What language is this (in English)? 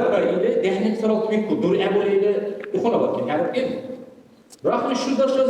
Dargwa